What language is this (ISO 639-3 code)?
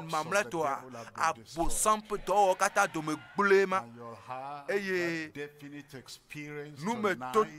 ewe